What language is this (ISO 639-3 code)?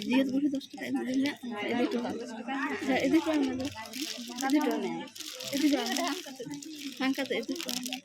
sat